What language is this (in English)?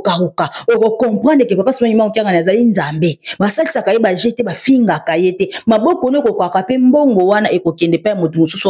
Lingala